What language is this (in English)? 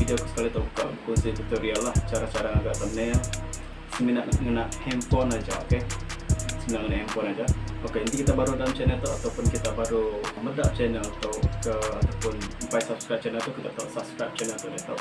Iban